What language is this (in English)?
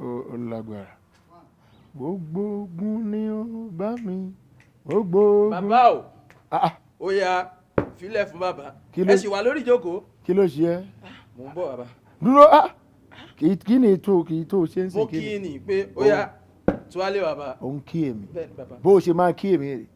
Yoruba